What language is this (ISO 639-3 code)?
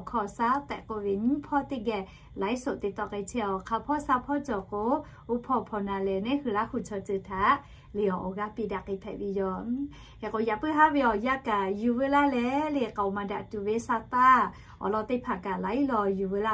lhu